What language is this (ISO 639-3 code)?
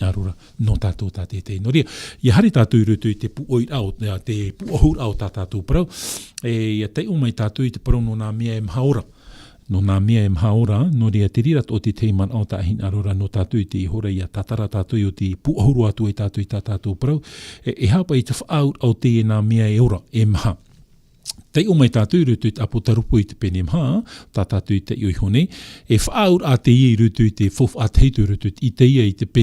tah